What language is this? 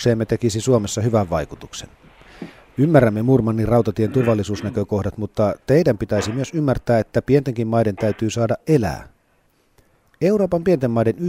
Finnish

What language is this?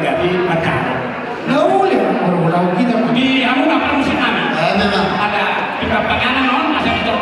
Batak Toba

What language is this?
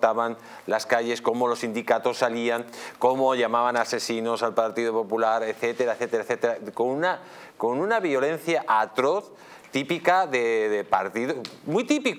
Spanish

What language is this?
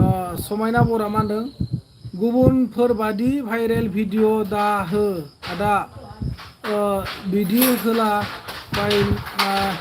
Bodo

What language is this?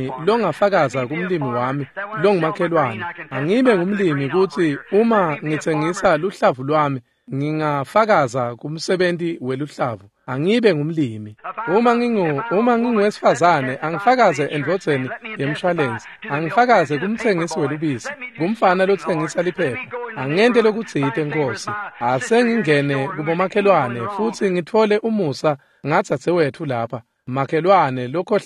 Swati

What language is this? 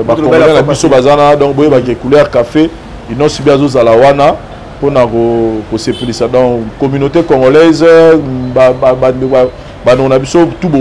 Lingala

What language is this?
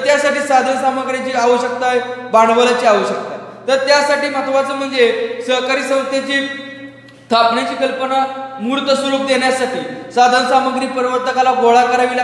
Marathi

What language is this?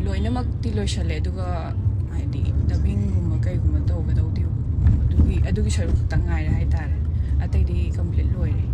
Manipuri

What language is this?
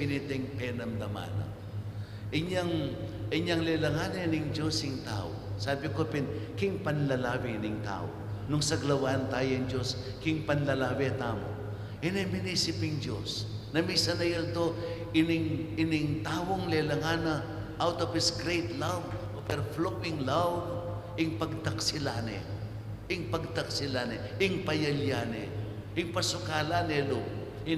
Pampanga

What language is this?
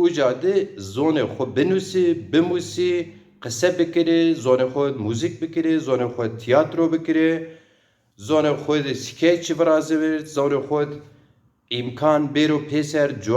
Zaza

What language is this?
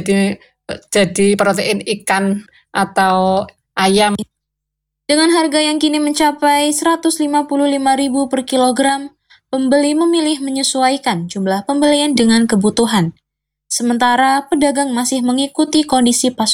Indonesian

